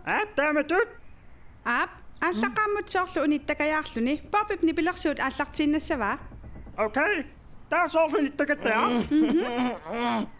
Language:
Kalaallisut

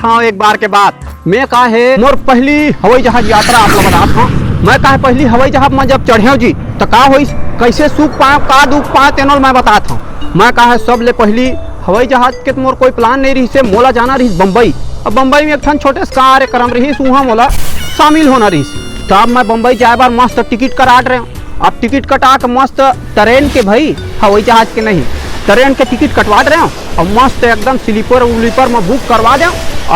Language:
Chhattisgarhi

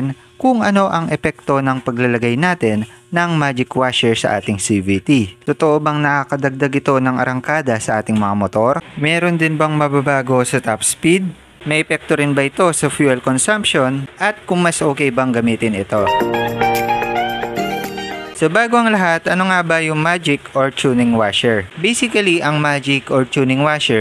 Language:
Filipino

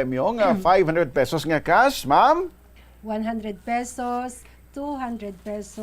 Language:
Hiligaynon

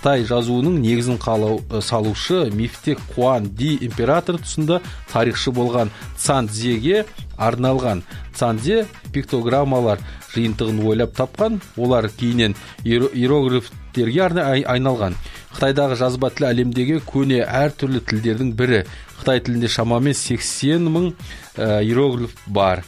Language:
Kazakh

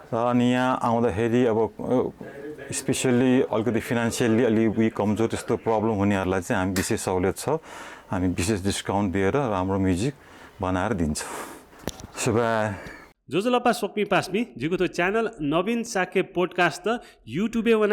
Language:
Newari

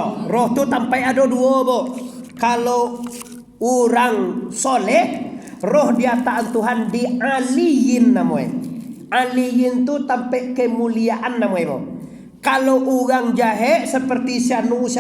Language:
Minangkabau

